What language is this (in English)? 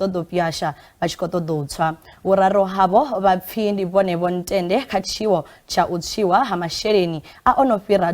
Venda